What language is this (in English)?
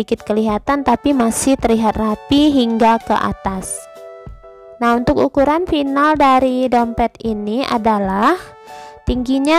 Indonesian